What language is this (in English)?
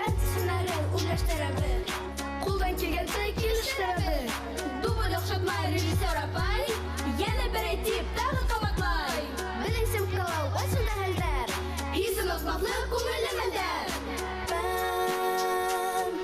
Bashkir